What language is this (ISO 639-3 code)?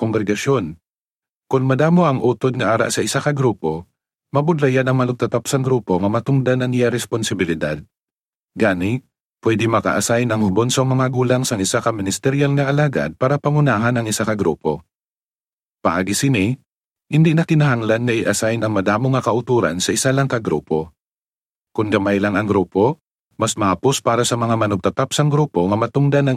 hil